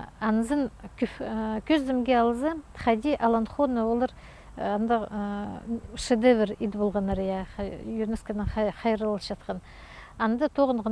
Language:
Khakas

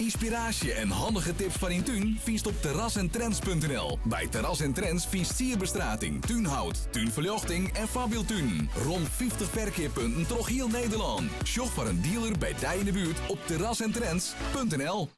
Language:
Western Frisian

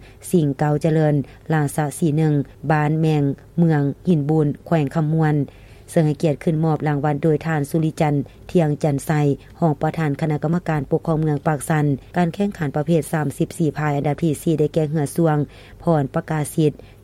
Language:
Lao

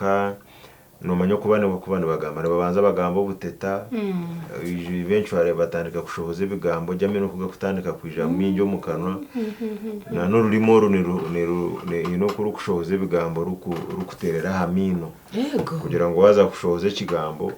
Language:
Nyankole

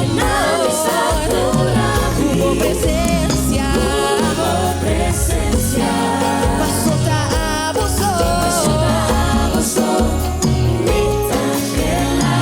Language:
Papiamento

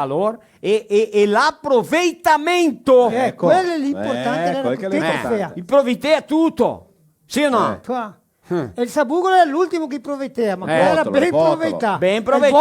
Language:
Venetian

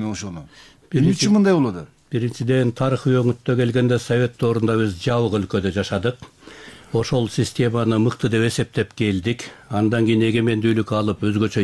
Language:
Kyrgyz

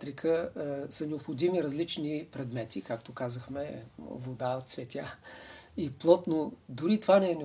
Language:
Bulgarian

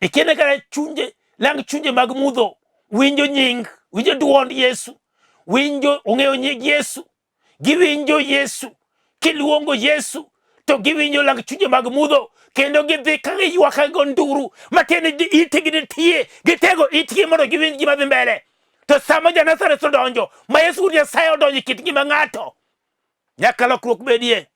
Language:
Luo (Kenya and Tanzania)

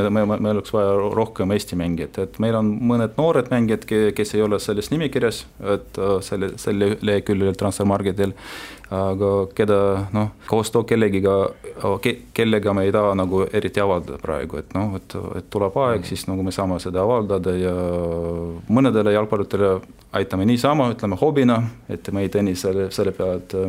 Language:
Estonian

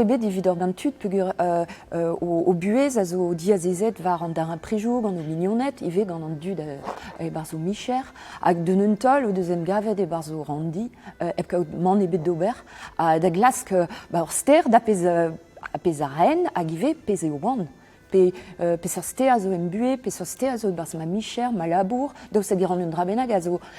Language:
Breton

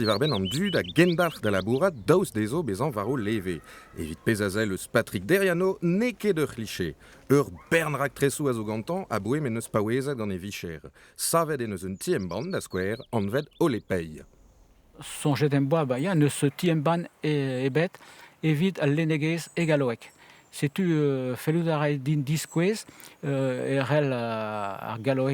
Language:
Breton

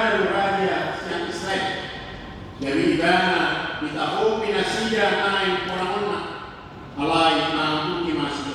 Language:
Batak Toba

